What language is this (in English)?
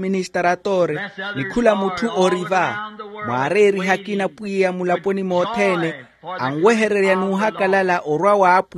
Makhuwa